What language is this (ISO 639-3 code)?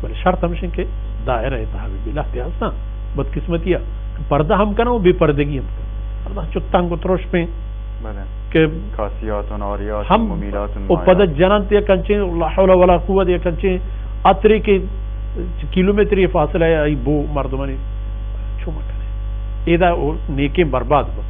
bal